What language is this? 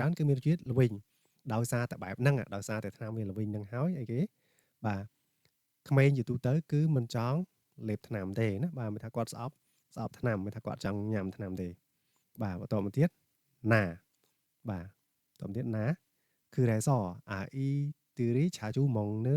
Khmer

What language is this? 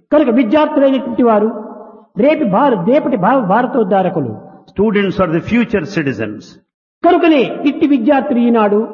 Telugu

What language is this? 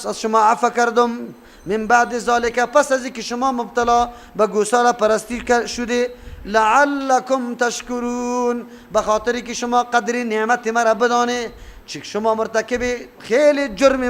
Persian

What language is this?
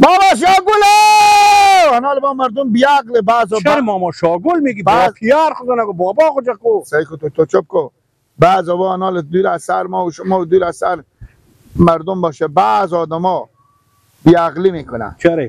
Persian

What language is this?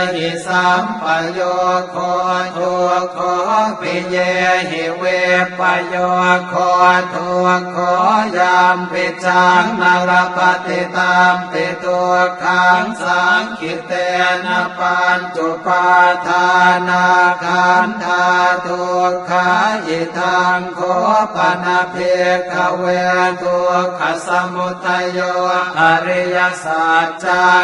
Pali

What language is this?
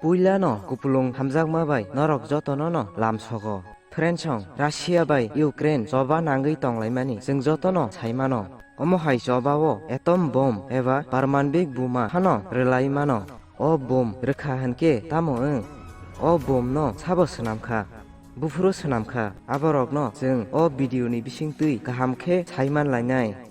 Kok Borok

